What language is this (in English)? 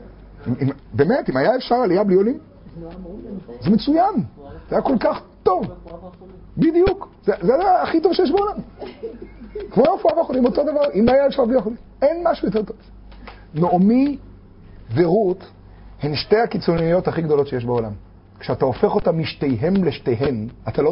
Hebrew